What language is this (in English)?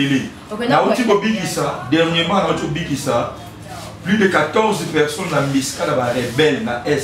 Lingala